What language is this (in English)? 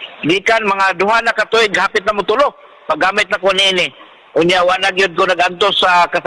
Cebuano